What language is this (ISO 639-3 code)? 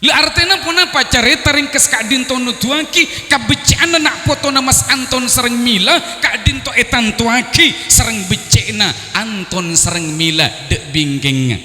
mad